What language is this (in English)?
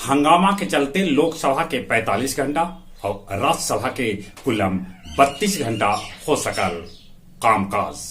Magahi